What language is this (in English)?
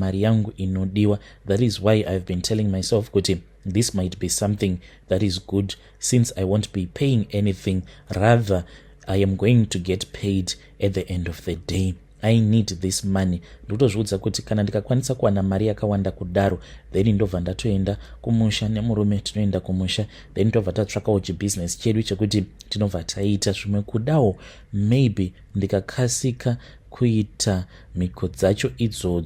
Shona